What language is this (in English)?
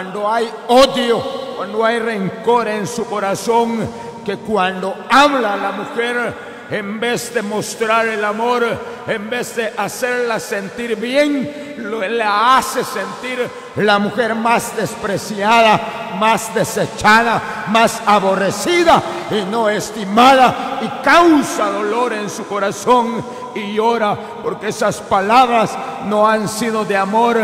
Spanish